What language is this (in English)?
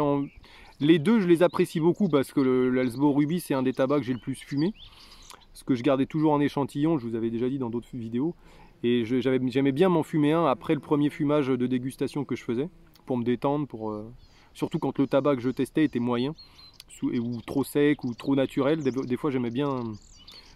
French